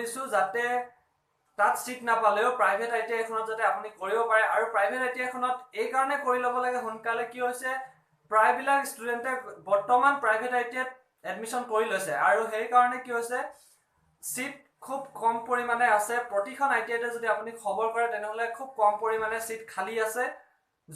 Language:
Assamese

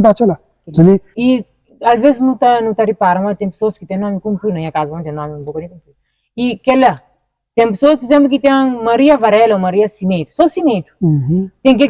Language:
Kabuverdianu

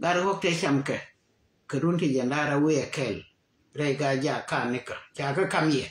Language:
Nuer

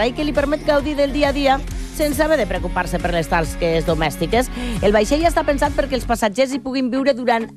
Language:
Catalan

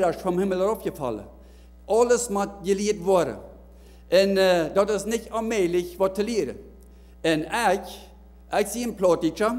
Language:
Plautdietsch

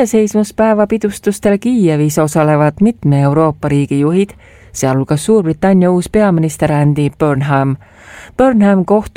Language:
Estonian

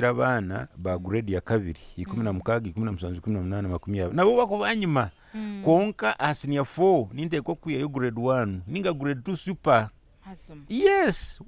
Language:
Nyankole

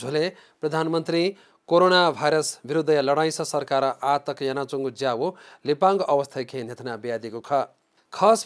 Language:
Newari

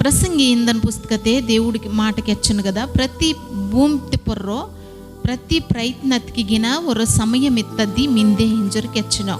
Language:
Koya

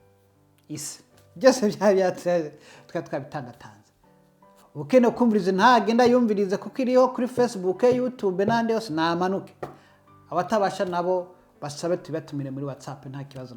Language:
Rundi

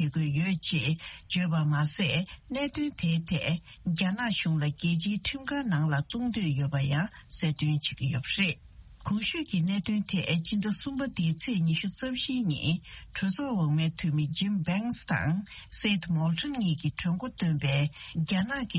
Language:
Tibetan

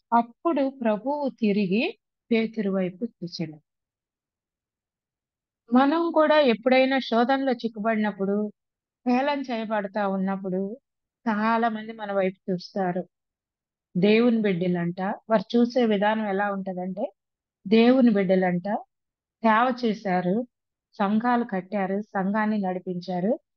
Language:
Telugu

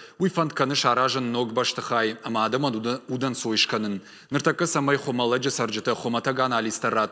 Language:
Ossetic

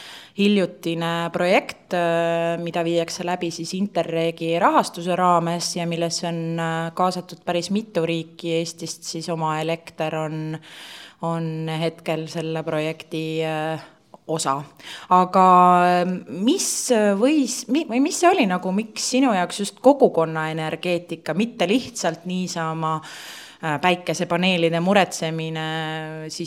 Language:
Estonian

